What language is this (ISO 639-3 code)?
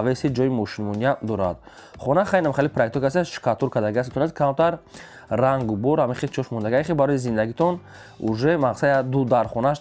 tgk